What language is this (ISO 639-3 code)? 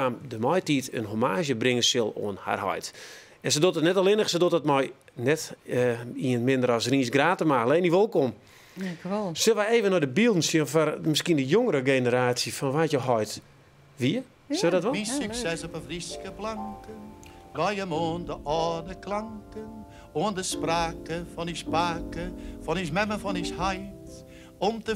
fry